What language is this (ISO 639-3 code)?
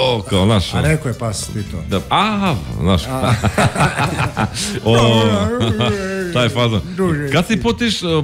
srp